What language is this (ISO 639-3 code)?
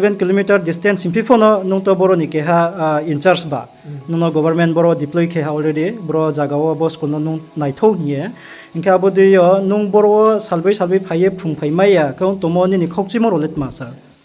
ria